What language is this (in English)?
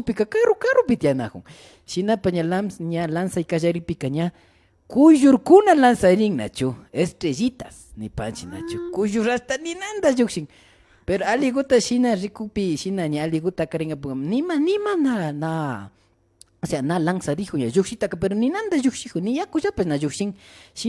Imbabura Highland Quichua